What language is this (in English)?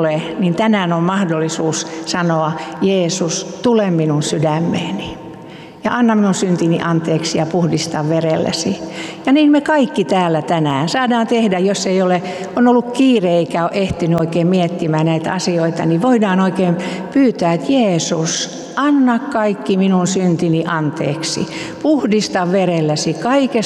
Finnish